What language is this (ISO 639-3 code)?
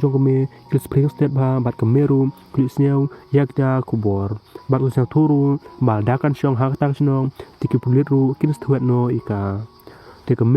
kha